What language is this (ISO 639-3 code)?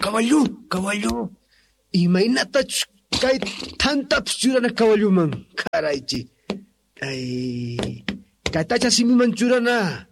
que